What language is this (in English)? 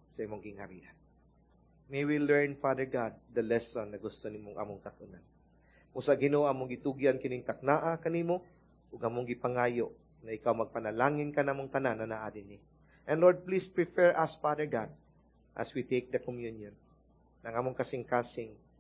Cebuano